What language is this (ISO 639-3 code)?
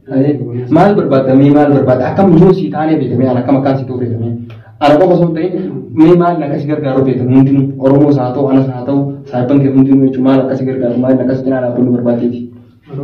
orm